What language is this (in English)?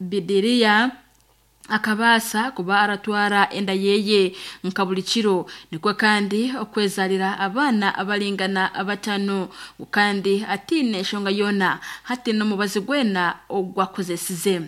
Nyankole